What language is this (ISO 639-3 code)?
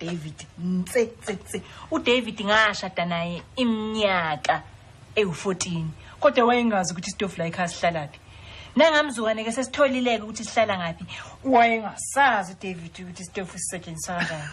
zul